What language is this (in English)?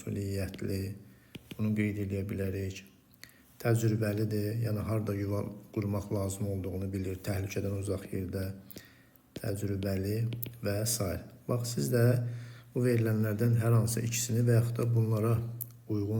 Azerbaijani